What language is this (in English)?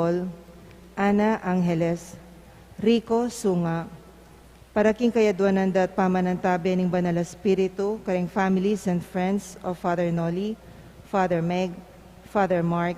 Pampanga